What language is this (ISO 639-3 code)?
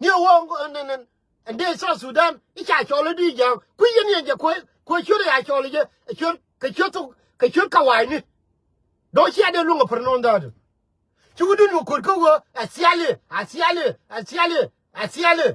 nus